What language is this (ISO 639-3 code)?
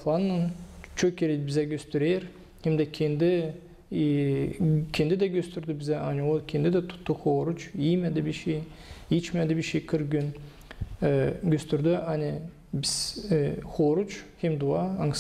gag